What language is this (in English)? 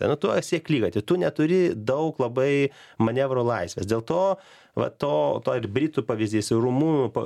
Lithuanian